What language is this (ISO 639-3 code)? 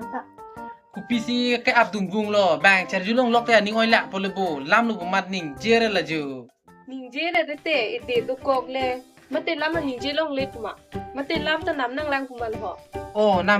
mjw